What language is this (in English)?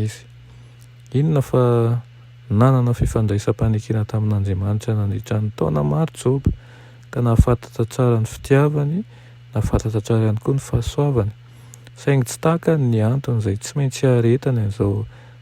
Malagasy